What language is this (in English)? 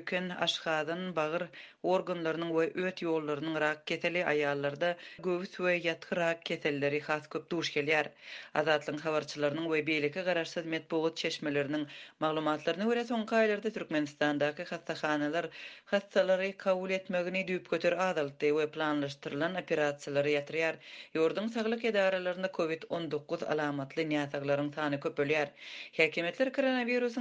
Turkmen